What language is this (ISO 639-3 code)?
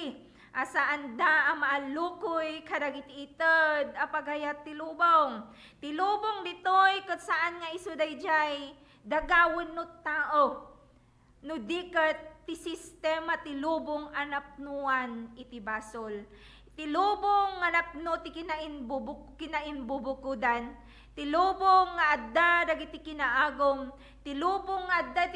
ilo